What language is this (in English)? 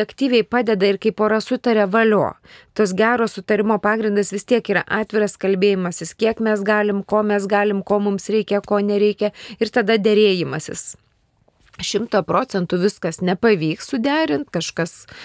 Lithuanian